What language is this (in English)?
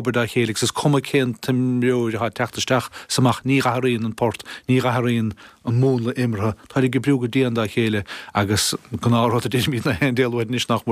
Irish